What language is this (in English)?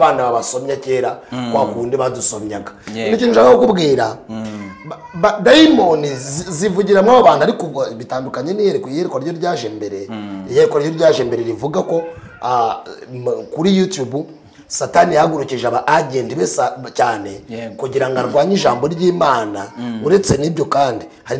Kinyarwanda